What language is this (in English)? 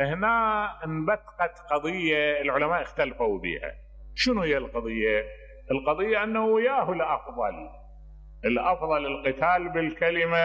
Mesopotamian Arabic